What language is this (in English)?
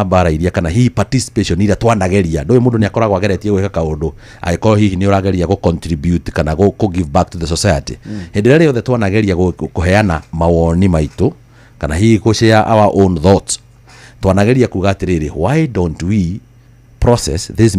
Kikuyu